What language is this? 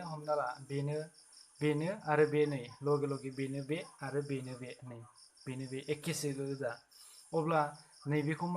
Bodo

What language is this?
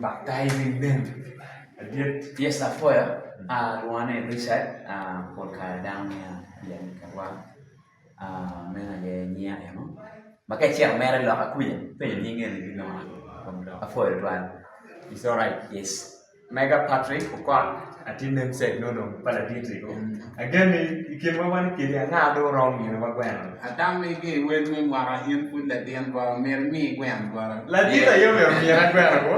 Acoli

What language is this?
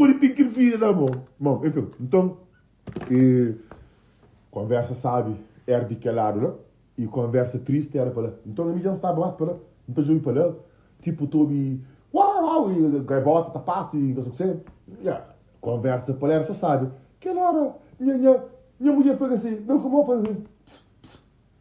Kabuverdianu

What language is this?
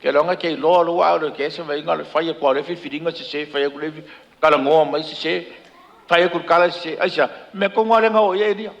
Samoan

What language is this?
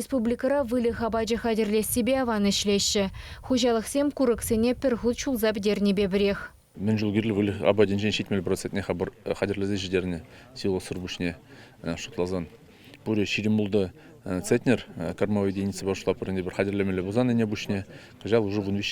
Chuvash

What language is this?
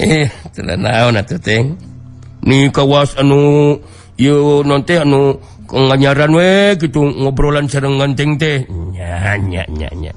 Sundanese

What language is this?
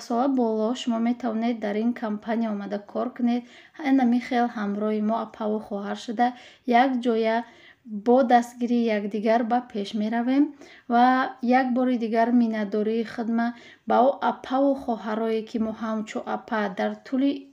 Tajik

